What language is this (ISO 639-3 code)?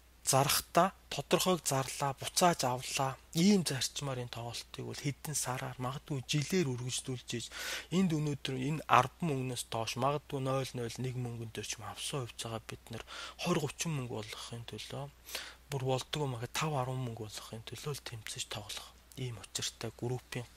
mon